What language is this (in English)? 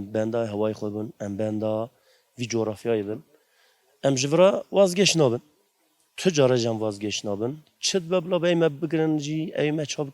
Kurdish